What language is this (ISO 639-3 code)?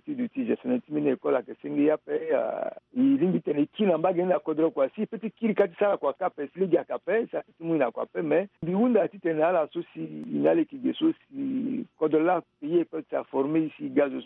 sag